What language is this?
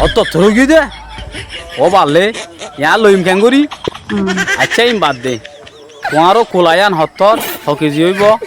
Rohingya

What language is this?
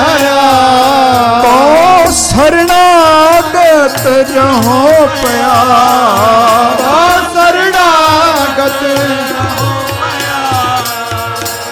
Punjabi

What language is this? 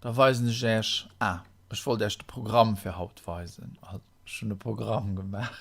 Luxembourgish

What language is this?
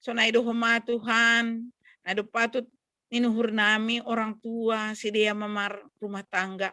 Batak Simalungun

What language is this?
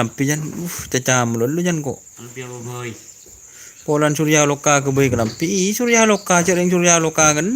Madurese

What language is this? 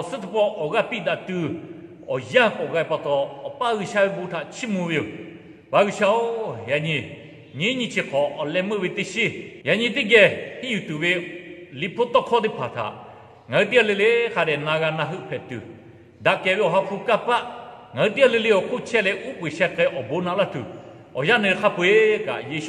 Lahu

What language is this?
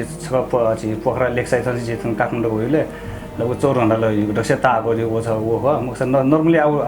Newari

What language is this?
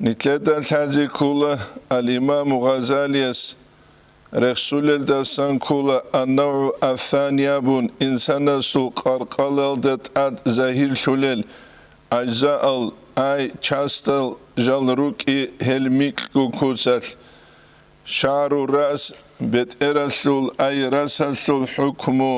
Avaric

